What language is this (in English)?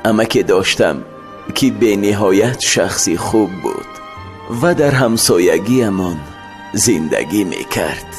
Tajik